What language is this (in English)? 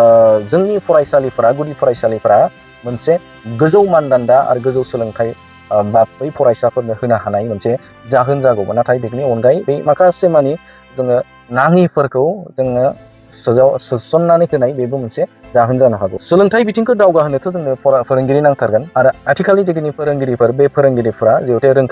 Bodo